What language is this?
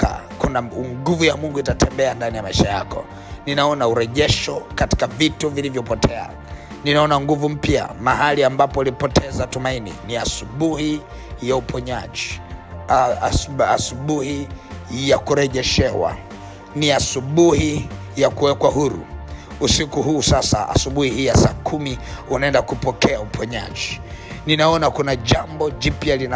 Swahili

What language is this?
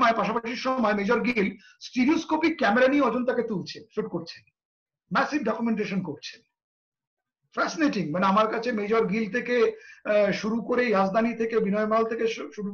Bangla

